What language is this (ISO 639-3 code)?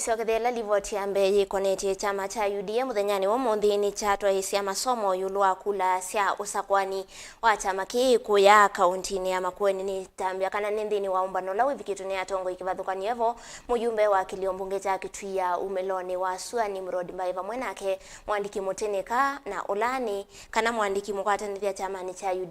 kam